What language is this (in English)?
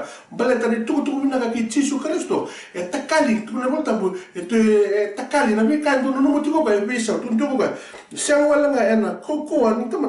Fijian